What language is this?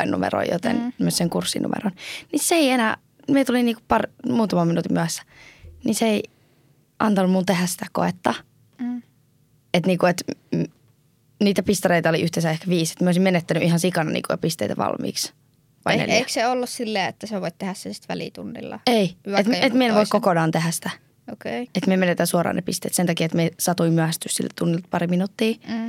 Finnish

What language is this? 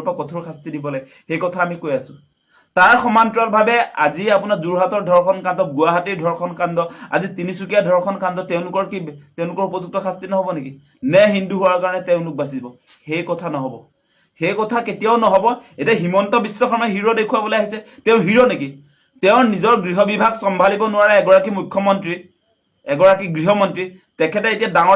Assamese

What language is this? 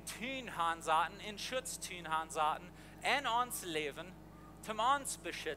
Plautdietsch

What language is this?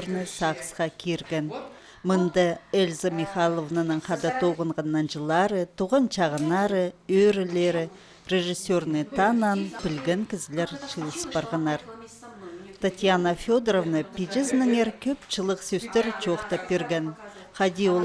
Khakas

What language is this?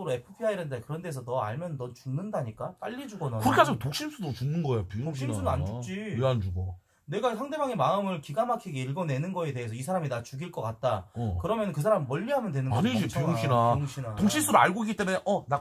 Korean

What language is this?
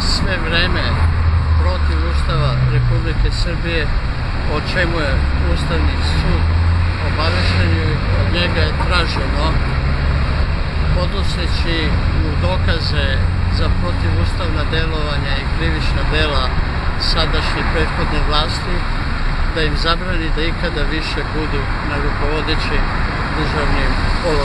Serbian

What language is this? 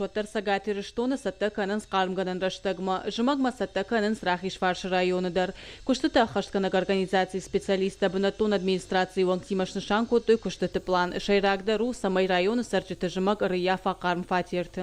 Ossetic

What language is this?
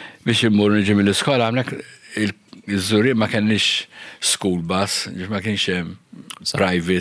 Maltese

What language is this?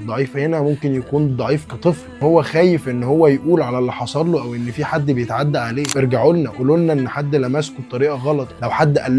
Egyptian Arabic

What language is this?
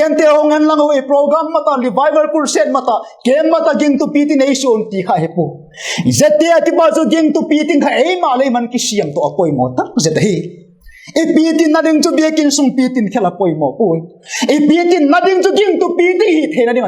Vaiphei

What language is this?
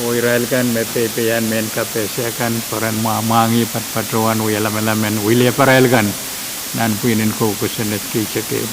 Pohnpeian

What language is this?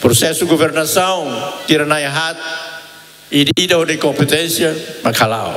Tetum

